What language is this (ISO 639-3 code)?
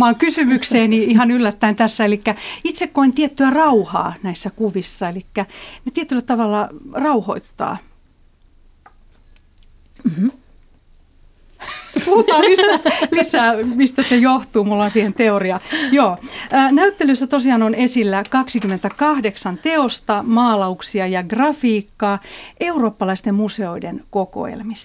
fin